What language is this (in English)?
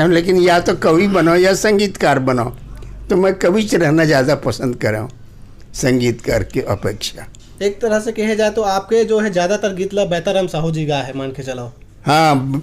Chhattisgarhi